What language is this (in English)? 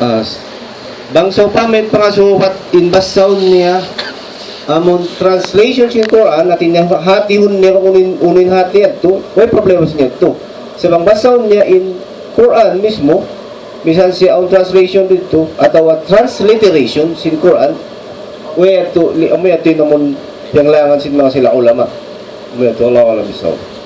Tausug